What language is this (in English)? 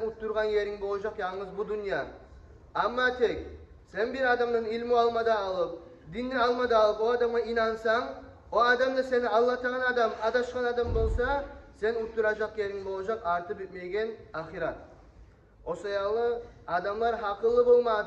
Kumyk